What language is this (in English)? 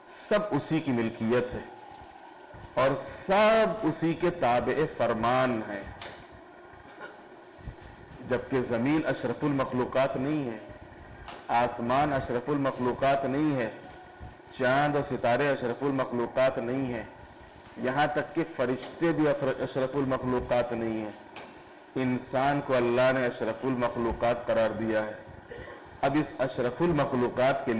Urdu